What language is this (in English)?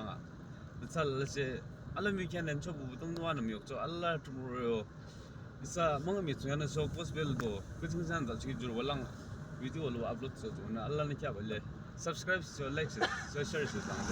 Yimchungru Naga